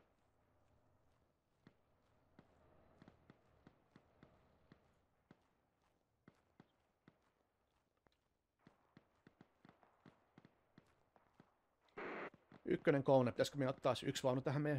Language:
Finnish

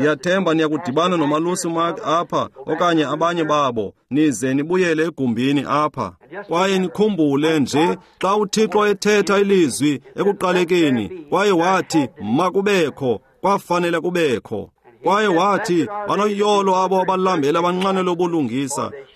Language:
Xhosa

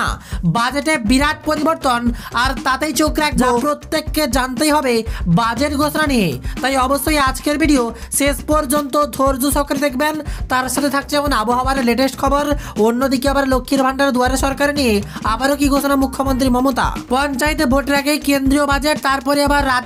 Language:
Bangla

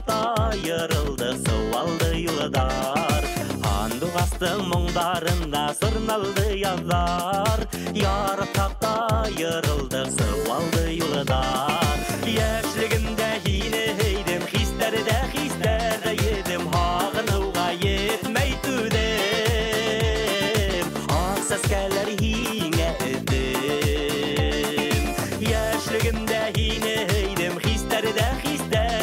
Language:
Bashkir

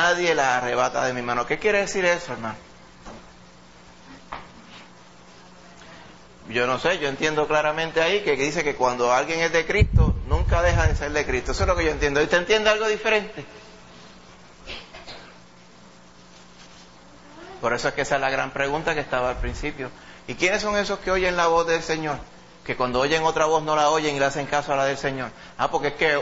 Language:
Spanish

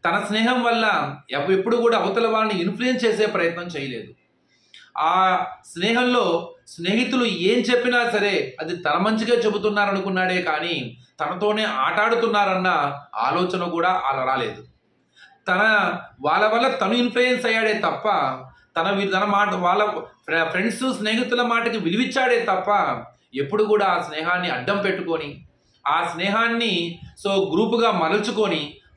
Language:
Telugu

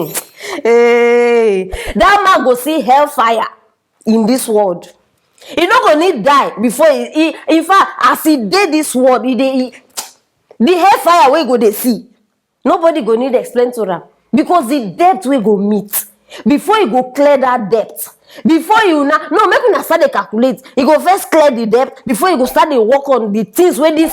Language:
Nigerian Pidgin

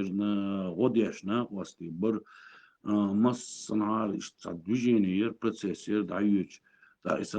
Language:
Chechen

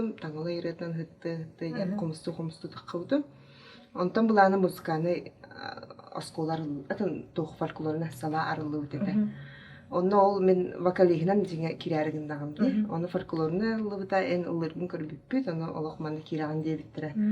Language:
Yakut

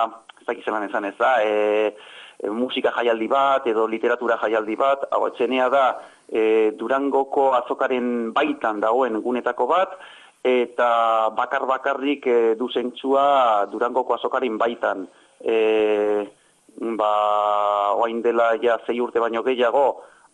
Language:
Basque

